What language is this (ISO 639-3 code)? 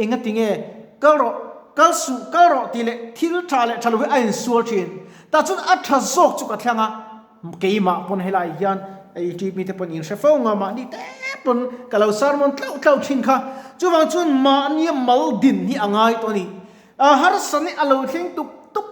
lus